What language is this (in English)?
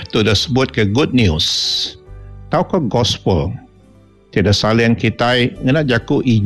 Iban